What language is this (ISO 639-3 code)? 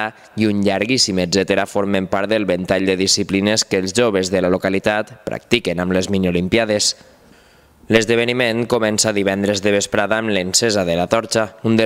cat